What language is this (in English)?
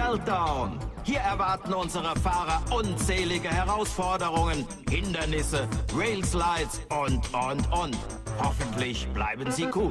Swiss German